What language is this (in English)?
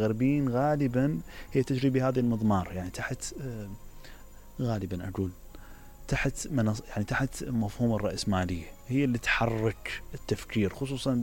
Mesopotamian Arabic